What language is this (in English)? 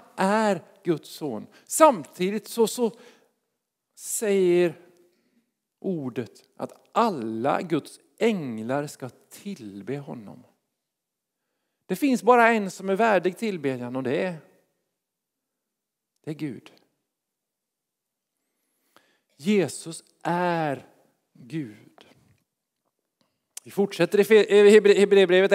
Swedish